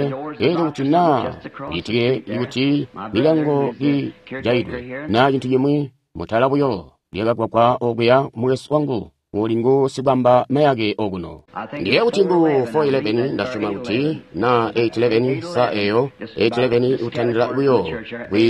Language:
Tonga (Zambia)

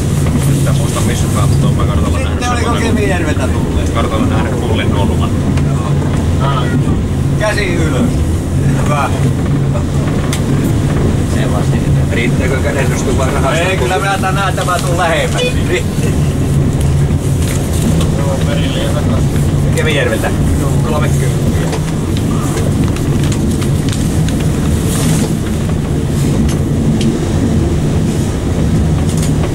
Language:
Finnish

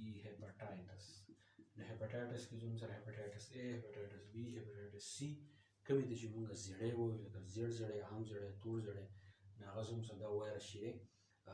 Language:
Pashto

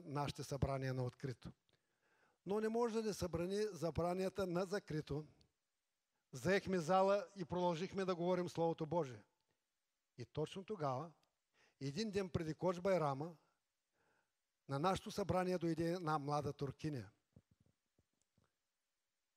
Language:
Bulgarian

